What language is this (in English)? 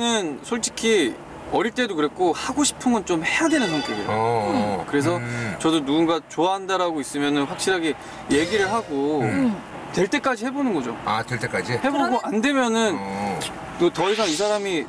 Korean